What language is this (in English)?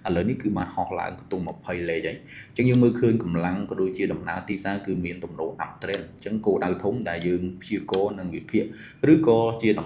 Khmer